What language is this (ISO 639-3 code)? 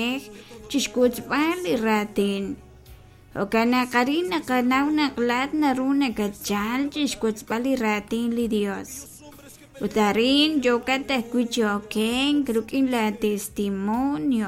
kek